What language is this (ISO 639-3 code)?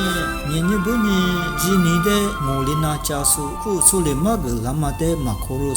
lis